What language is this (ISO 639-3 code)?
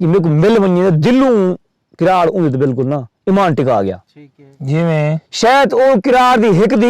skr